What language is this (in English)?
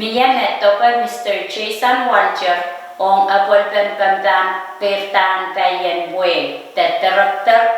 Pohnpeian